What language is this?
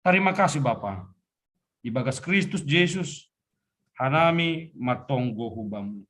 Batak Simalungun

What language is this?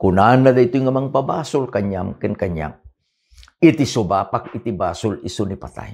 Iloko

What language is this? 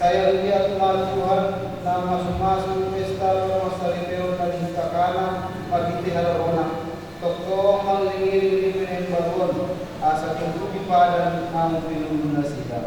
Batak Toba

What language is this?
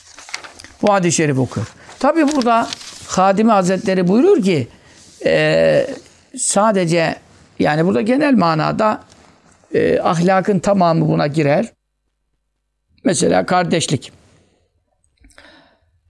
Turkish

